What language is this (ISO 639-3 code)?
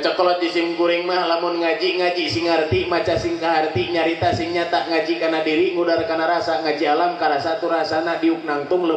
sun